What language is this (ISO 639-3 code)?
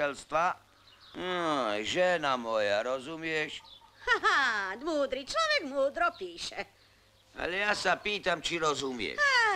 slk